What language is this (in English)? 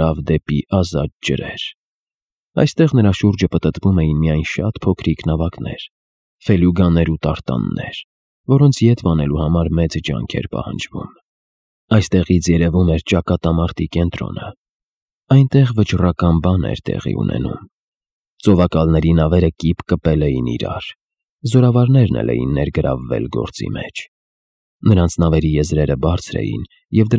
Armenian